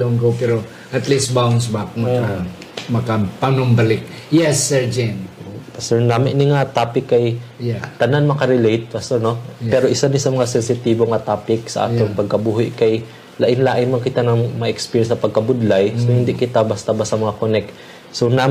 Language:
Hiligaynon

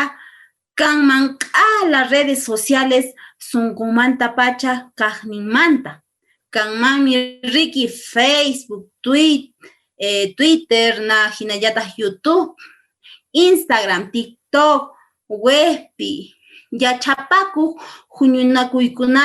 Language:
Quechua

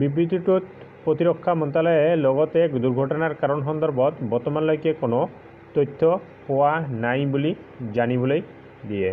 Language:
Assamese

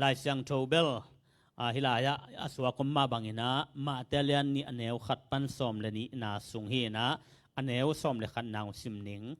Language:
Tedim Chin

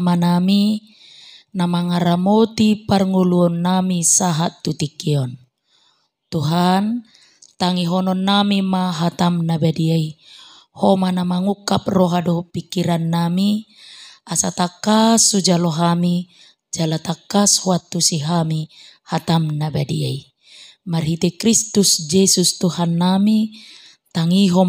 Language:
Batak Toba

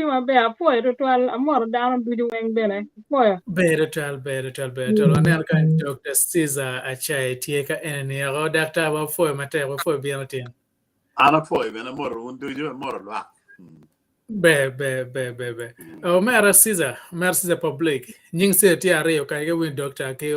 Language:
Acoli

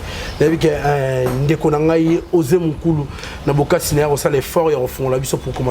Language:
Lingala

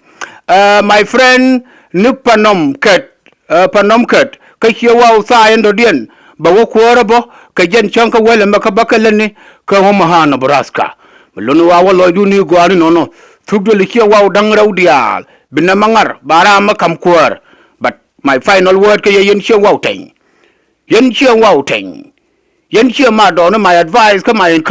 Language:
Nuer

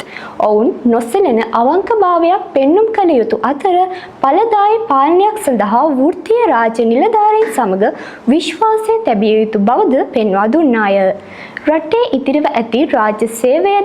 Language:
Sinhala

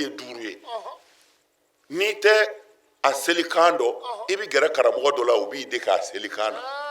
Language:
Bambara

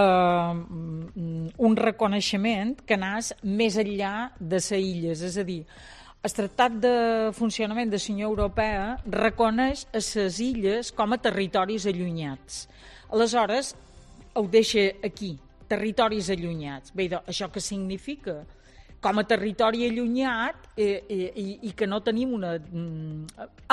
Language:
Catalan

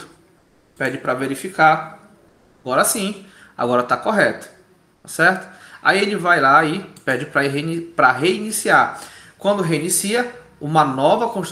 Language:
Portuguese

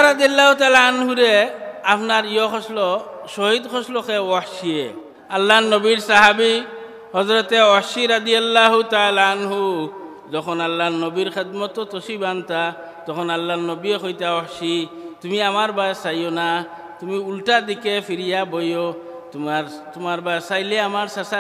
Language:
Sylheti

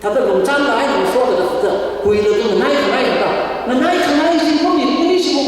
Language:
Tangkhul Naga (India)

